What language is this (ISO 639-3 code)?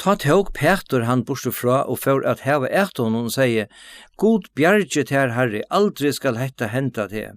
fao